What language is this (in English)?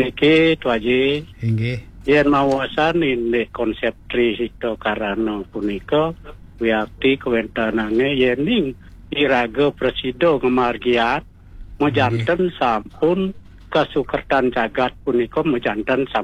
Balinese